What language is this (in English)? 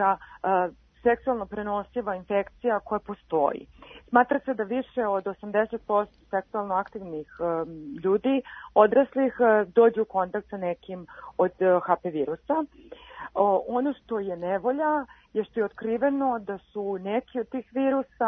Serbian